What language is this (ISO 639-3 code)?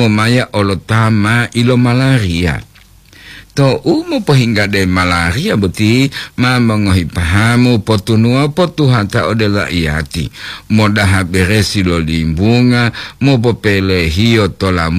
gor